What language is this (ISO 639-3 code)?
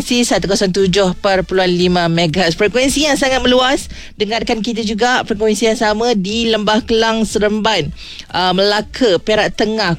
msa